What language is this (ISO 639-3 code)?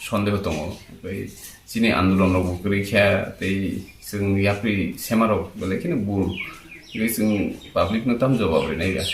trp